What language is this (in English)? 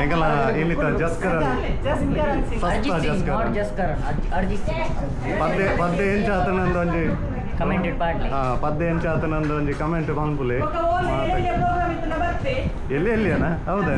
Tulu